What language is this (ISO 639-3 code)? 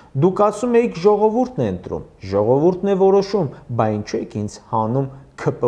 hye